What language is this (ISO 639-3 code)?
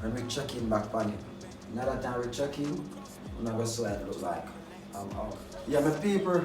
jam